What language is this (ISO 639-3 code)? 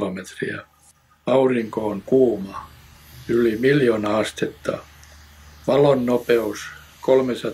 fin